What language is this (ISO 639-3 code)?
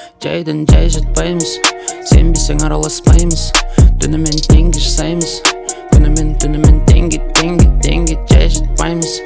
kaz